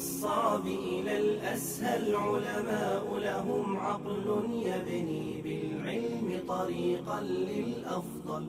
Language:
Bosnian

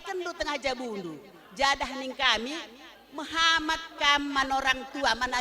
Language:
Batak Karo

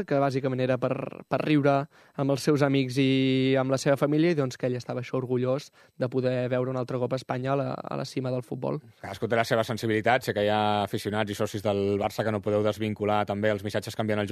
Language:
Catalan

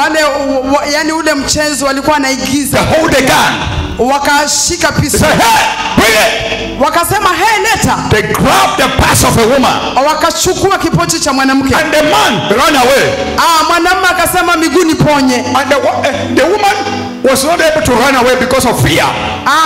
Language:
Swahili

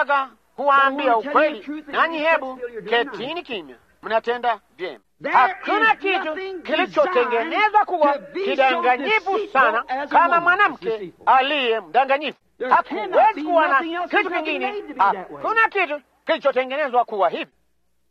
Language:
Swahili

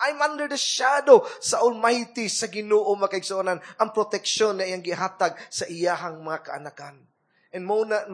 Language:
Cebuano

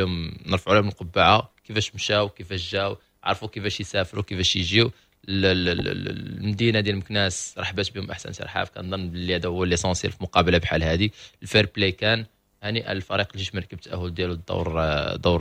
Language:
Moroccan Arabic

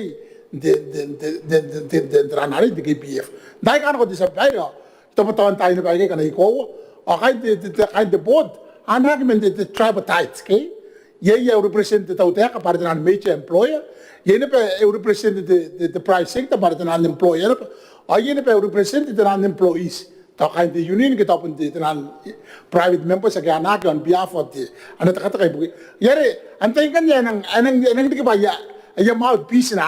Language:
Gilbertese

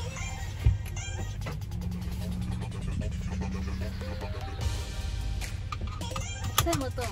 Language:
Filipino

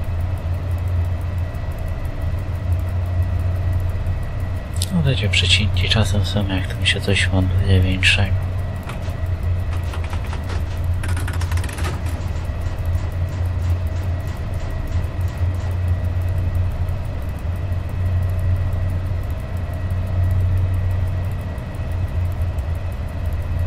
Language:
Polish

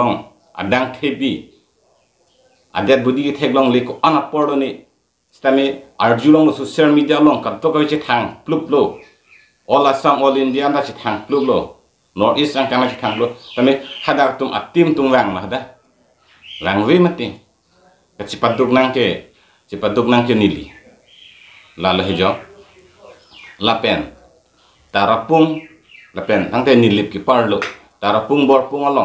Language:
Karbi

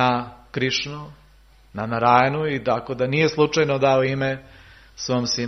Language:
Serbian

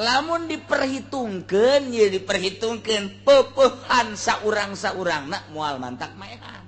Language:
Sundanese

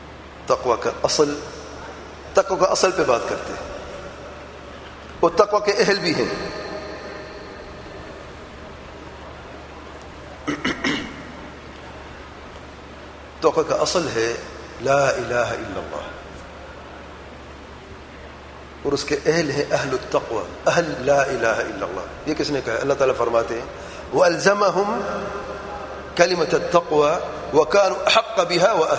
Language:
Urdu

